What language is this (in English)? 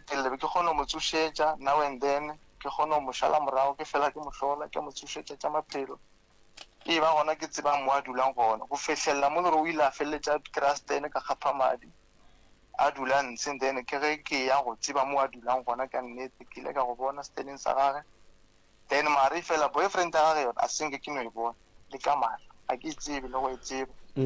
Northern Sotho